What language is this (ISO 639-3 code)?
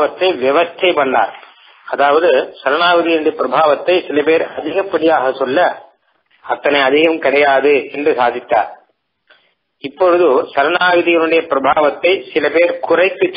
tam